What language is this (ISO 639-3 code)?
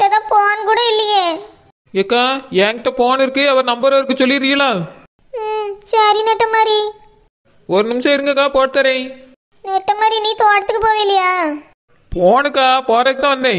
tam